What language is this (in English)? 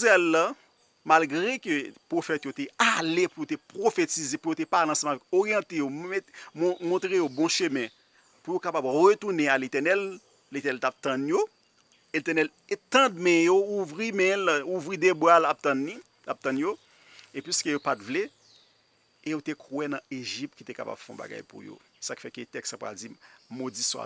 Haitian Creole